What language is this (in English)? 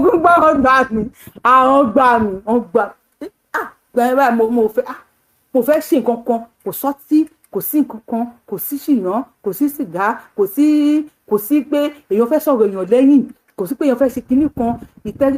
Yoruba